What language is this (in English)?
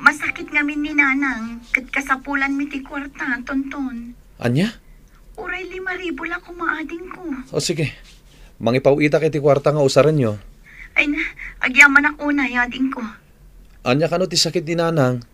Iloko